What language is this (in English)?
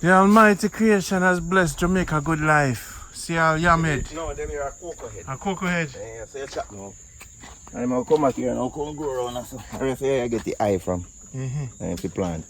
Jamaican Creole English